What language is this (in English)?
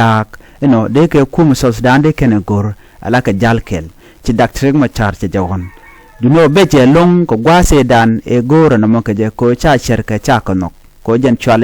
Nuer